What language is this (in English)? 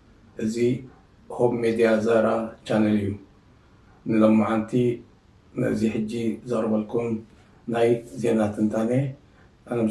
Tigrinya